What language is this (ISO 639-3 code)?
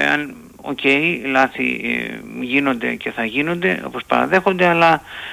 ell